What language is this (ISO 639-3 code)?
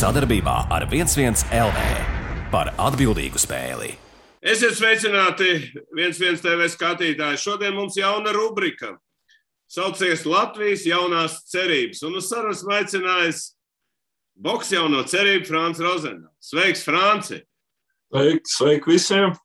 lav